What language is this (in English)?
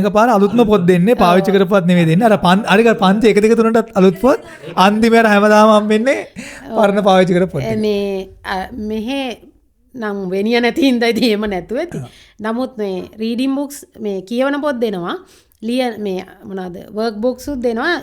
Sinhala